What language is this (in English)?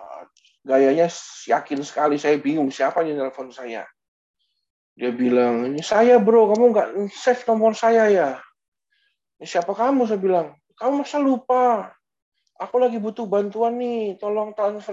Indonesian